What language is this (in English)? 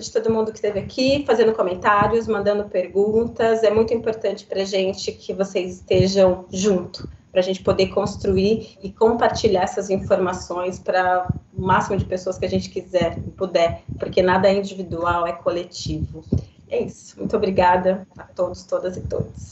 Portuguese